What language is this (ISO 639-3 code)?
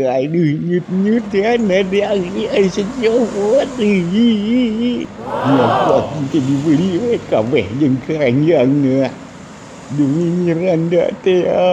sun